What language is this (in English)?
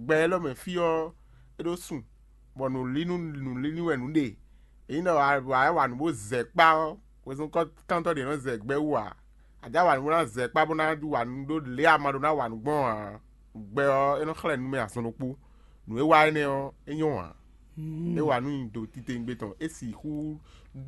Fon